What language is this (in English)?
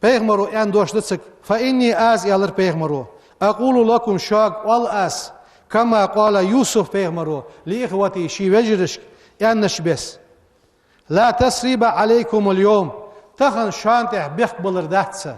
Ingush